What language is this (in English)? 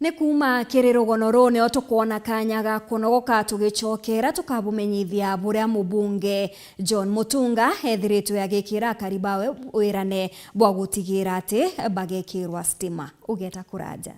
Meru